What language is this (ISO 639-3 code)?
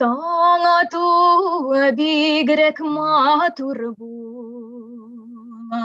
tat